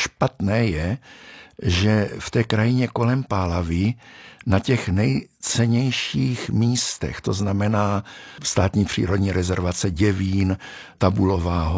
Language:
Czech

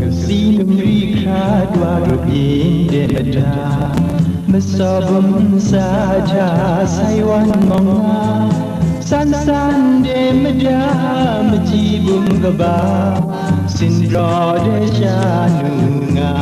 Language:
Kachin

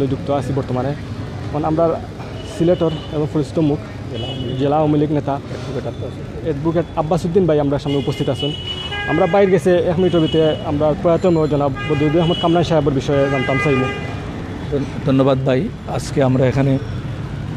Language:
Sylheti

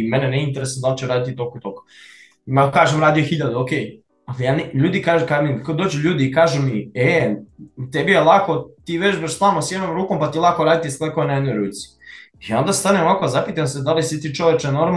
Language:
Serbian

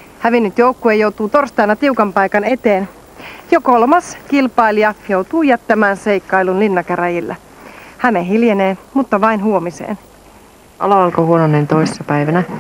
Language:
Finnish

